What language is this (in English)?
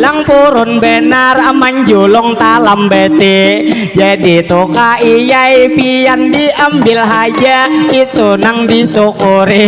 Banjar